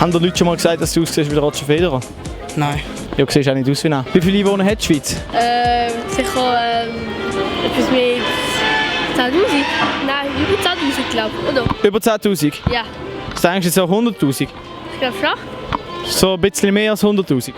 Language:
Swiss German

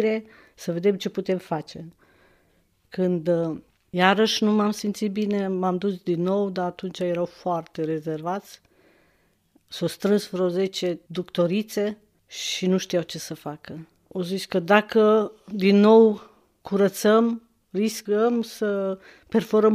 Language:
Romanian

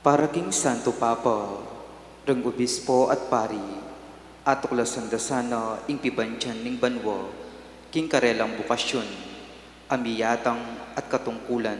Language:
Pampanga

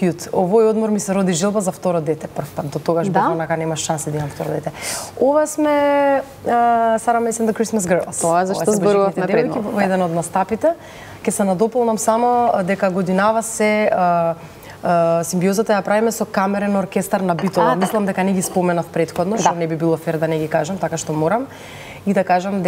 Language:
Macedonian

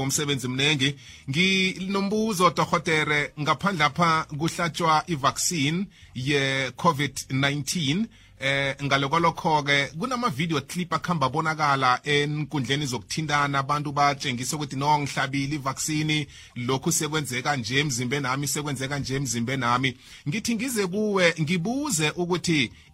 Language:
South Ndebele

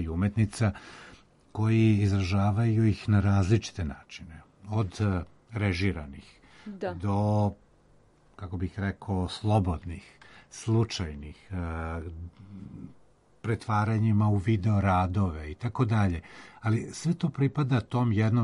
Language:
Serbian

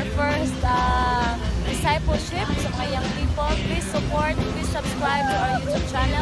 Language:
Cebuano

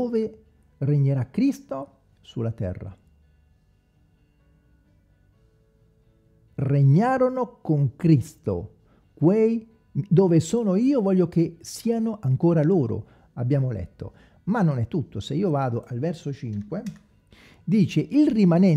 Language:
Italian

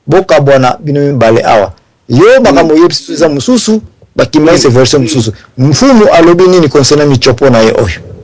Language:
Lingala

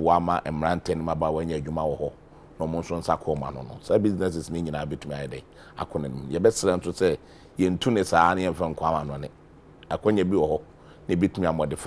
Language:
Akan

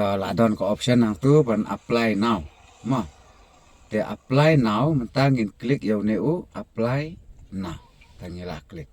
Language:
Khasi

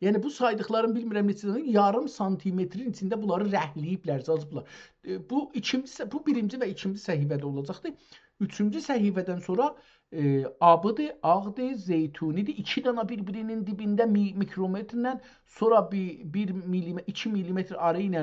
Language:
South Azerbaijani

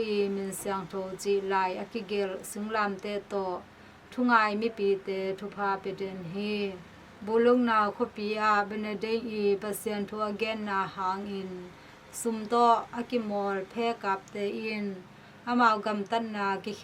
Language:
Tedim Chin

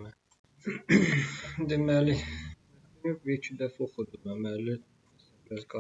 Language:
Azerbaijani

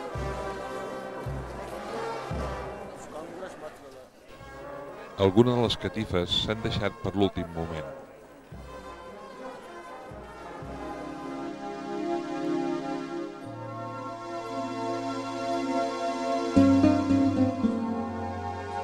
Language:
Catalan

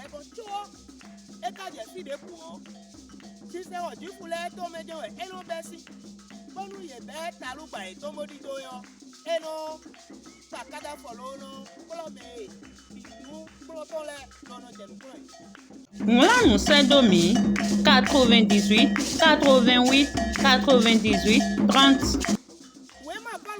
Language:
Fon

